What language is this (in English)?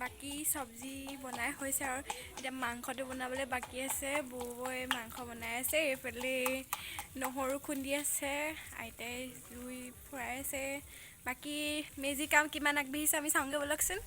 Assamese